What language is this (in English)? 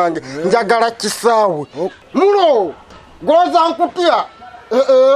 Ganda